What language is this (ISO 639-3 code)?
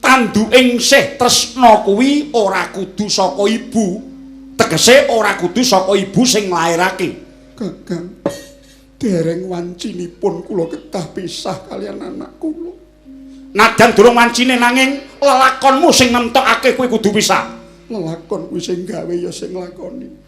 jav